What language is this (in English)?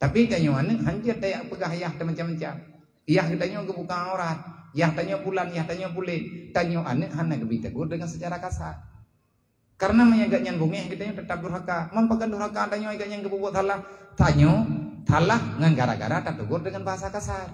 Achinese